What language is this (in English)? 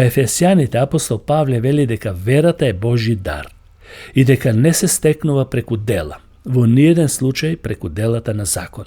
Macedonian